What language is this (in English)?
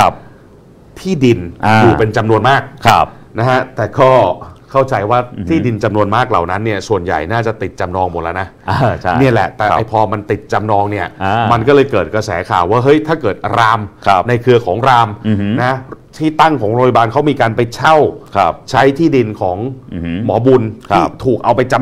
Thai